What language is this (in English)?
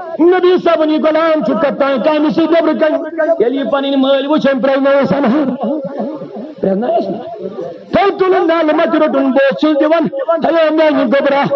Kashmiri